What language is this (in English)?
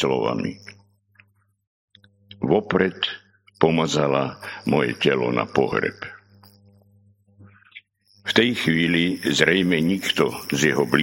Slovak